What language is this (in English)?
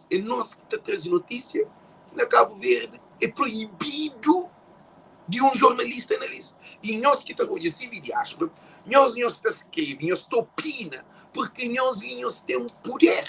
Kabuverdianu